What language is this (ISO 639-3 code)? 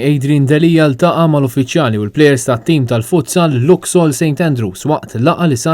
mlt